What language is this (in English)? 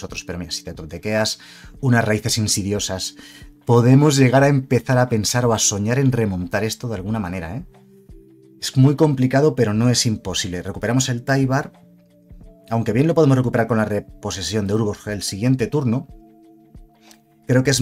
Spanish